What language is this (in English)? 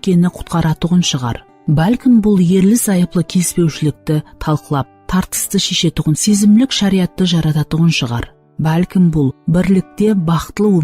Kara-Kalpak